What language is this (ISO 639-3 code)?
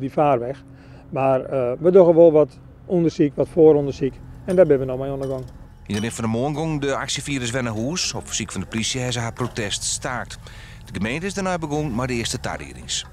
fry